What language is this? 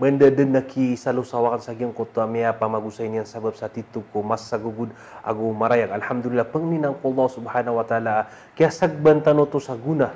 Maranao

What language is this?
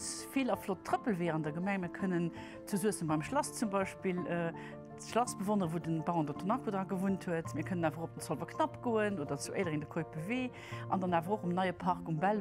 Luxembourgish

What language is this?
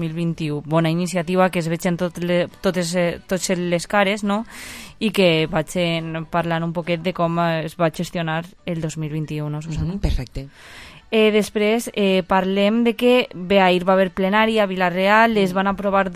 Catalan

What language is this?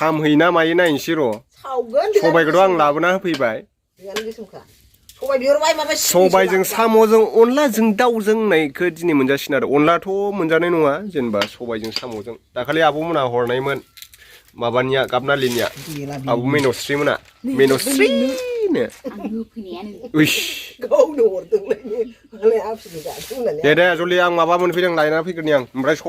Bodo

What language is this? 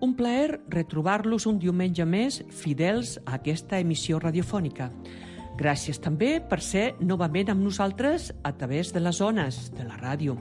Catalan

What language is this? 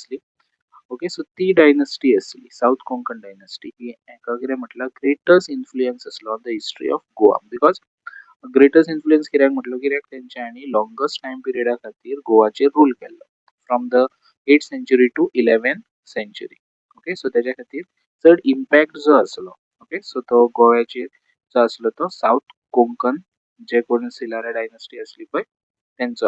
Konkani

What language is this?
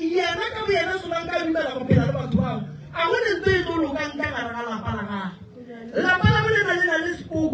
Northern Sotho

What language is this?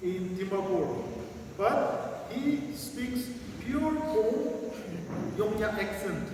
Naga Pidgin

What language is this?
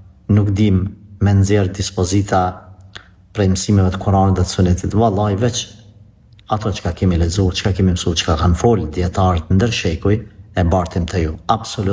Albanian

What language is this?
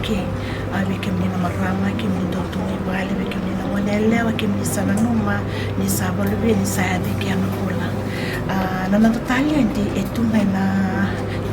Fijian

